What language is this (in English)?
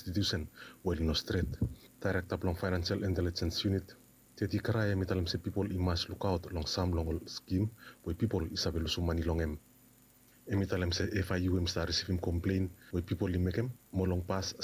Bislama